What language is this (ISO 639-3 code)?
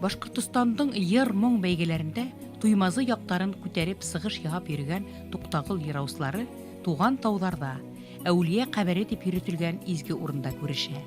bak